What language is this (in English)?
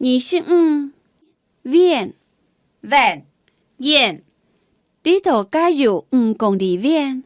Hakka Chinese